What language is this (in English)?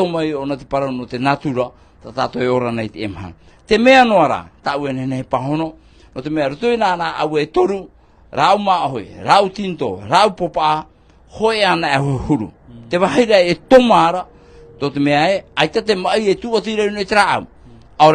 Tahitian